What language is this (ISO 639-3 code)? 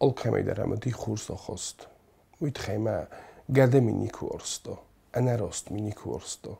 oss